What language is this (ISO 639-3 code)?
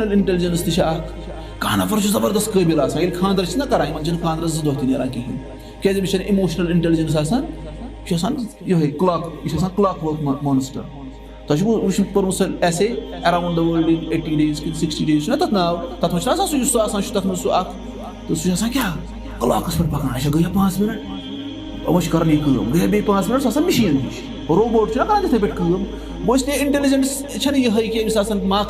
kas